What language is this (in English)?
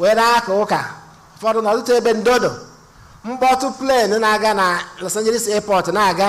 Igbo